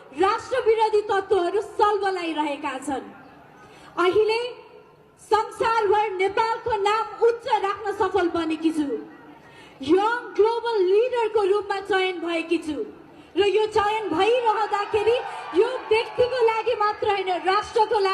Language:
Nepali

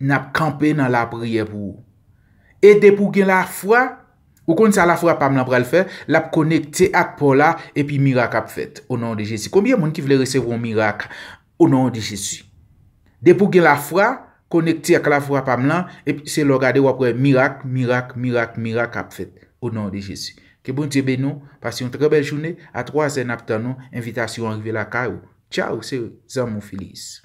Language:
Haitian Creole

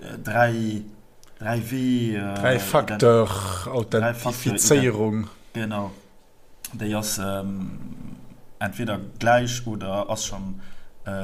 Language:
Luxembourgish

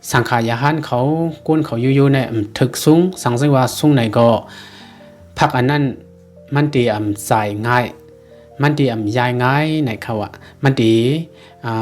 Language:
Shan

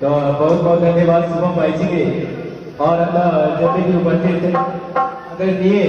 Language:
Maithili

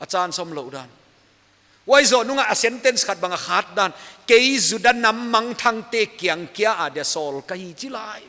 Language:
Paite Chin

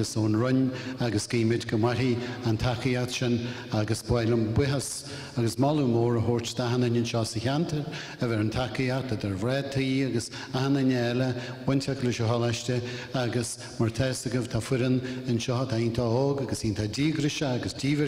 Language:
Irish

